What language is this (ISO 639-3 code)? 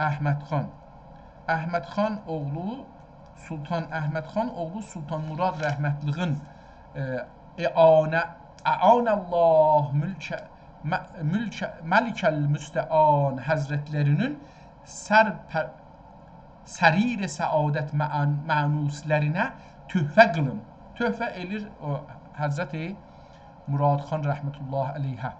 azb